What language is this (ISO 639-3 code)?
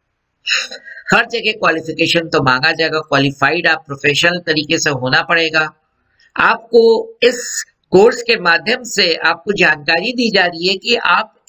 hin